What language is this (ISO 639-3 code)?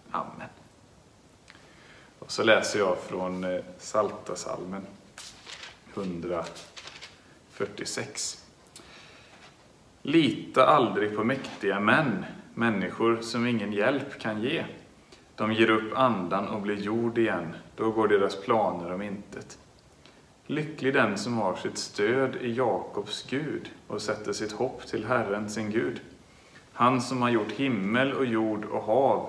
swe